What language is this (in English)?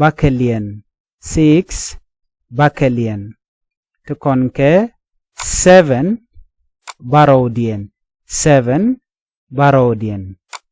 Nuer